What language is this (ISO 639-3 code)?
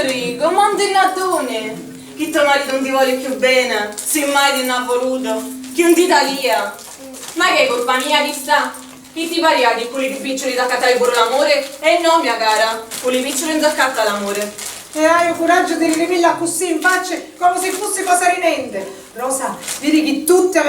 scn